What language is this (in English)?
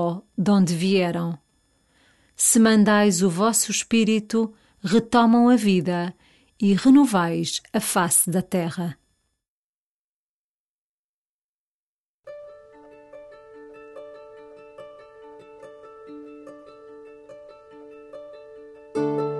Portuguese